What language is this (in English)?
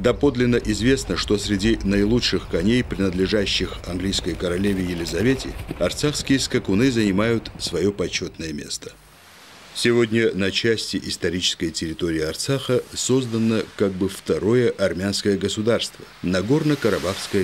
Russian